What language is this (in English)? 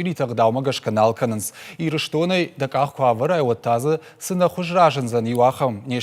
Ossetic